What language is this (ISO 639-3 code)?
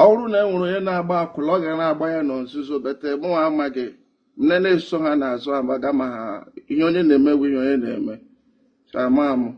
ibo